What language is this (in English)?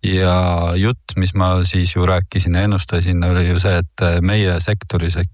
Estonian